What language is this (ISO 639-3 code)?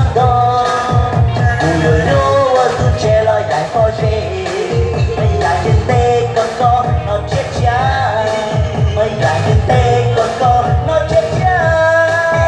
hmn